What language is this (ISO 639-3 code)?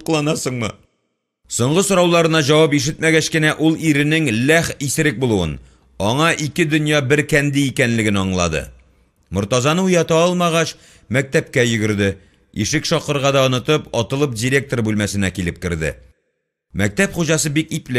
tat